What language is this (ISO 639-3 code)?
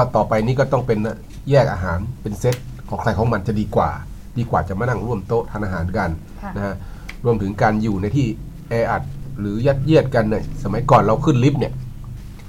tha